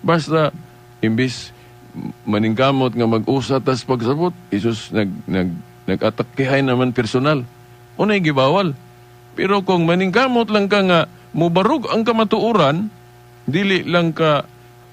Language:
Cebuano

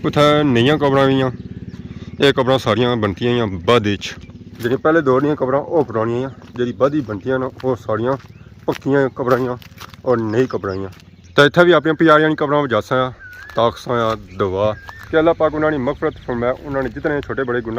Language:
Pahari-Potwari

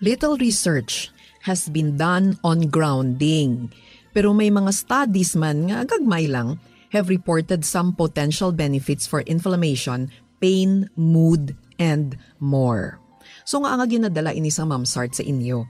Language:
Hiligaynon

